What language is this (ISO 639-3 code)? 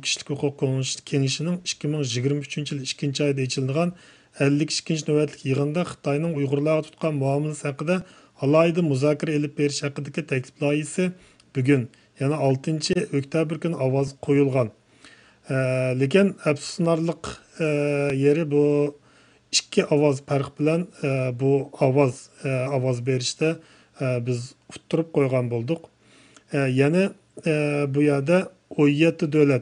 uig